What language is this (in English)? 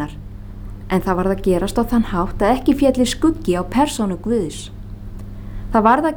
Icelandic